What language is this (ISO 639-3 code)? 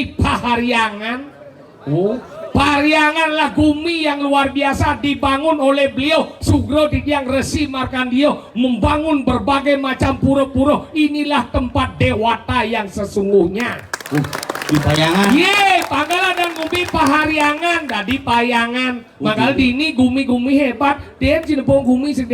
ban